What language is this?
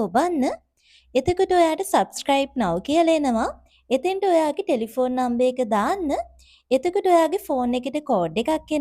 Sinhala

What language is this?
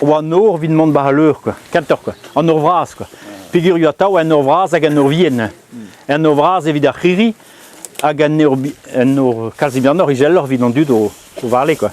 Breton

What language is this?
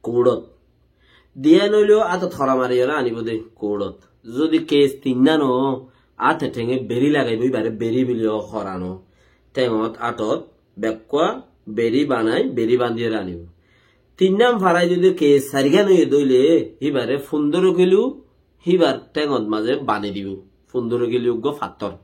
Rohingya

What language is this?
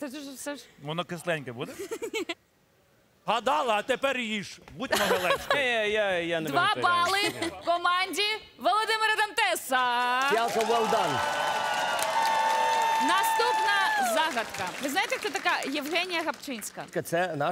Ukrainian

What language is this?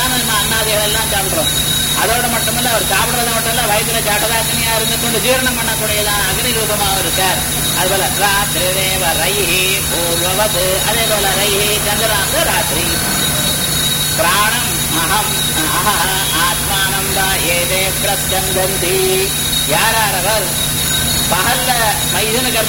Tamil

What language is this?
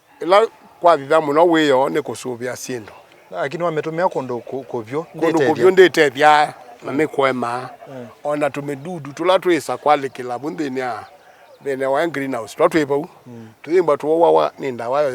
Kamba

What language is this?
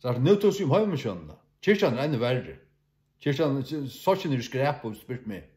Faroese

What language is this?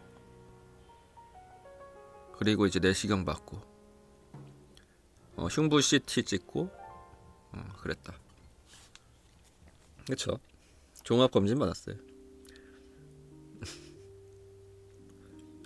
Korean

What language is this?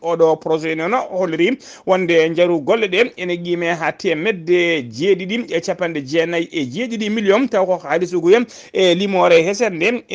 Fula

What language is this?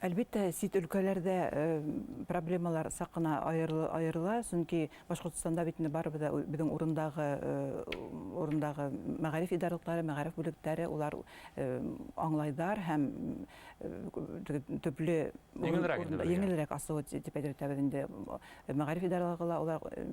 Bashkir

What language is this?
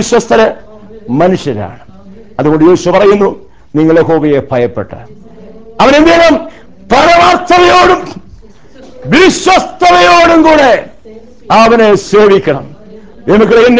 Malayalam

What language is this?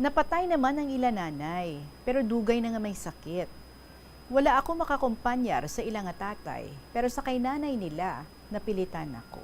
Hiligaynon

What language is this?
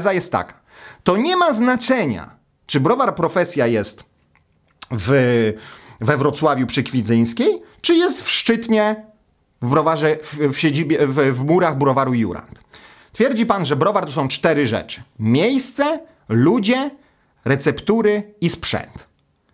Polish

